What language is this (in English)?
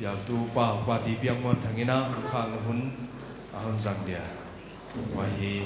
Paite Chin